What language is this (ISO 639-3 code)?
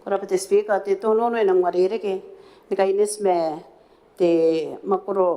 gil